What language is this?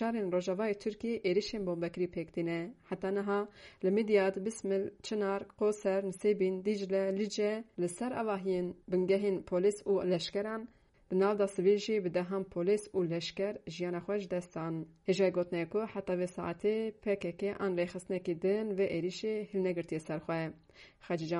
Kurdish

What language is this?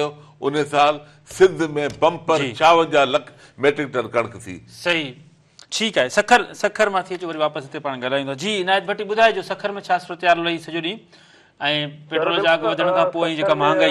Sindhi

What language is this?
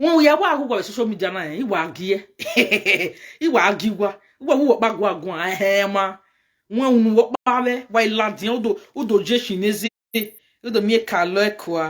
Nigerian Pidgin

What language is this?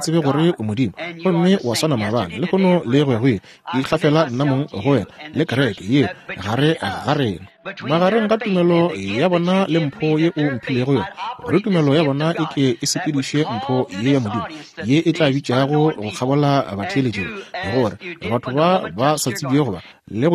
Northern Sotho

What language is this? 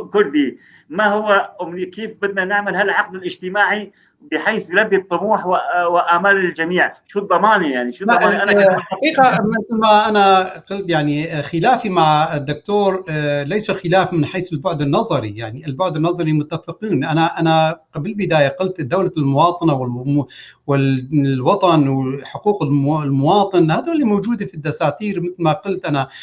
North Levantine Arabic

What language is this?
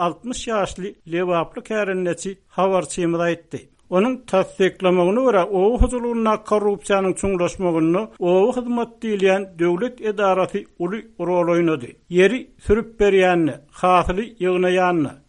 Turkmen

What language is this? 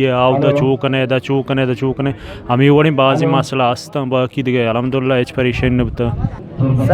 Eastern Balochi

